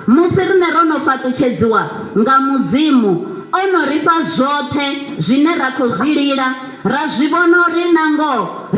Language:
Venda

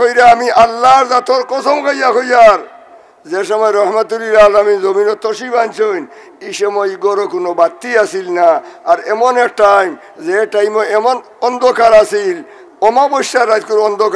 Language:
Sylheti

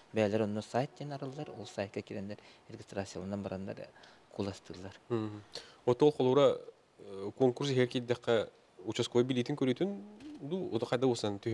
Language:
Yakut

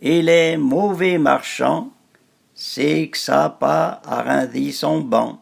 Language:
Arpitan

